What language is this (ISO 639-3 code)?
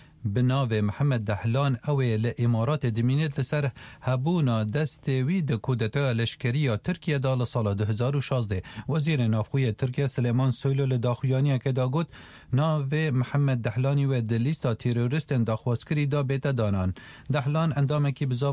kur